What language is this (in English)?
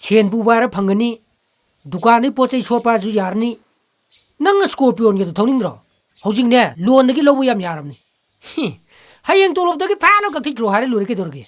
Manipuri